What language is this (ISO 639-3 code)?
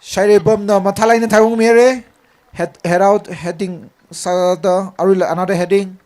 nmf